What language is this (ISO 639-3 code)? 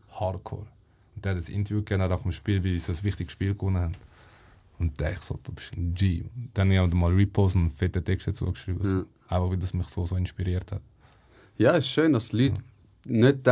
gsw